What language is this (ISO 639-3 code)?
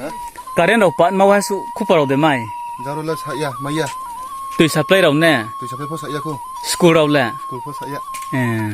ria